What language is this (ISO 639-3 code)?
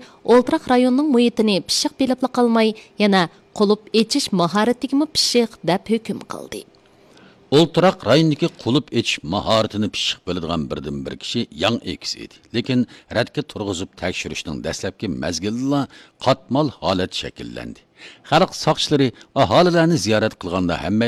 uig